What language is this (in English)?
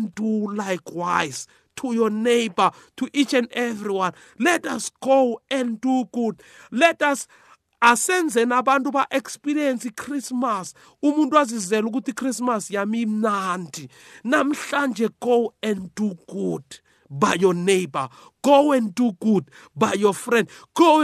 South Ndebele